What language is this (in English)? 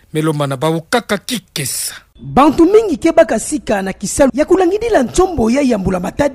Kituba (Democratic Republic of Congo)